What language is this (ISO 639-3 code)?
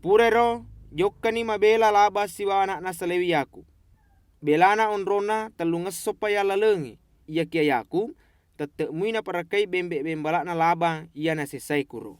bug